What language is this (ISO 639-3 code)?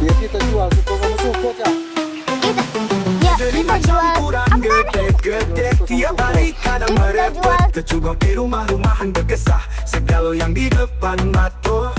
mui